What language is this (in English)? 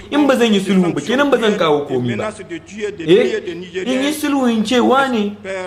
Hausa